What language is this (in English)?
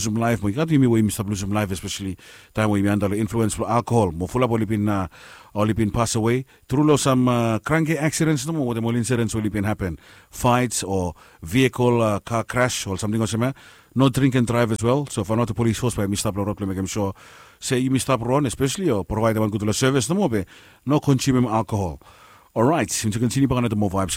Bislama